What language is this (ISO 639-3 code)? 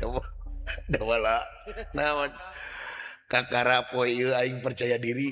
sun